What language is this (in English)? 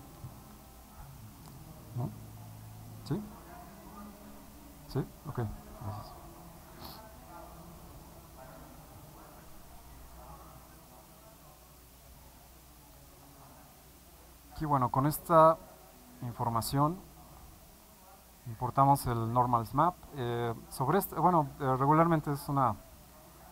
Spanish